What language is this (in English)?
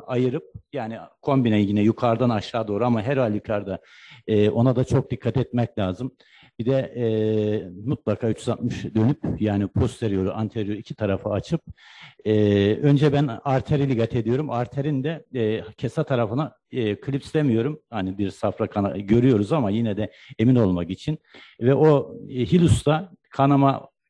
Turkish